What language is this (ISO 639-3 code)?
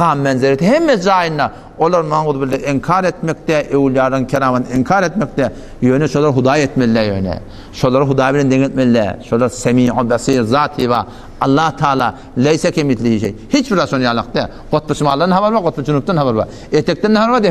tuk